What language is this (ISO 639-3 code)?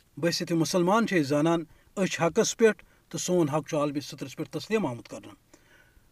kas